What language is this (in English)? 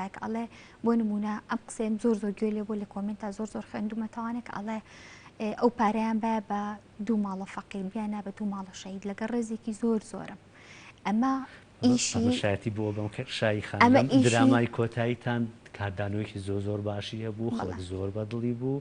Central Kurdish